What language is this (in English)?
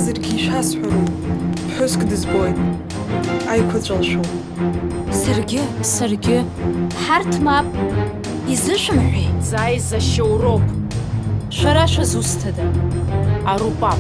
Abkhazian